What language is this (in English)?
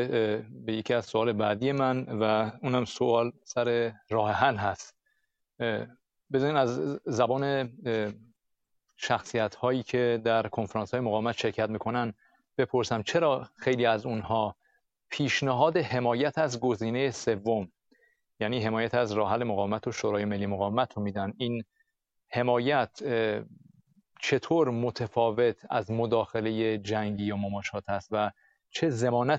Persian